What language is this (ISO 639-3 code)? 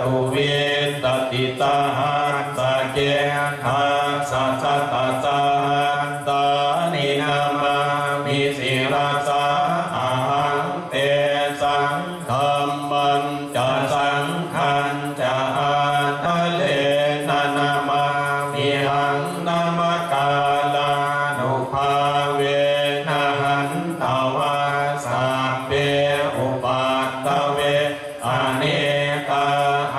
pli